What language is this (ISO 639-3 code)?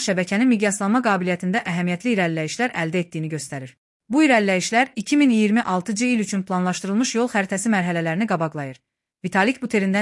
aze